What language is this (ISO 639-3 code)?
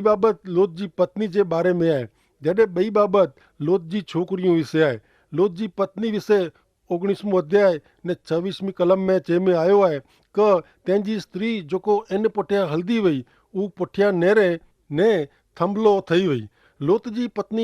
kfr